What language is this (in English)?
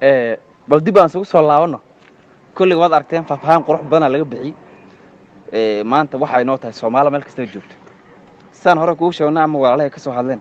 Somali